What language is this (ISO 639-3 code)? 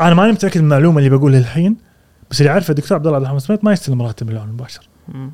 afb